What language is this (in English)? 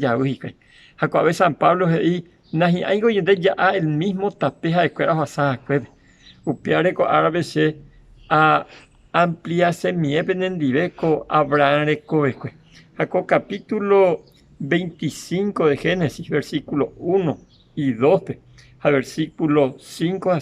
Guarani